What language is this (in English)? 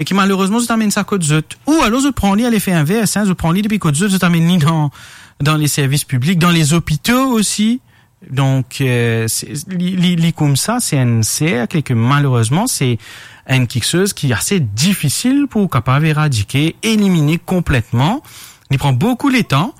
Morisyen